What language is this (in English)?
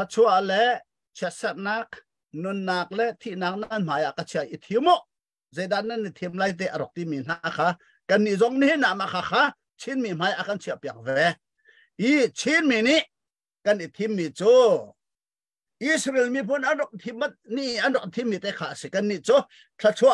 Hakha Chin